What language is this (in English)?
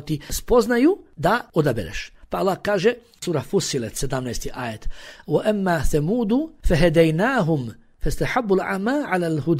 Bosnian